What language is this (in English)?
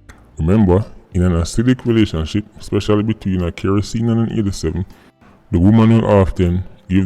Jamaican Creole English